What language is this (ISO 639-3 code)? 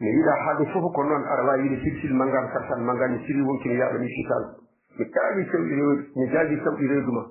ful